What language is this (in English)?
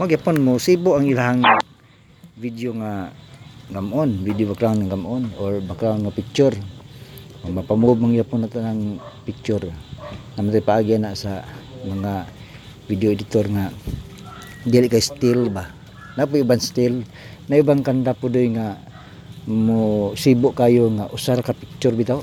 Cebuano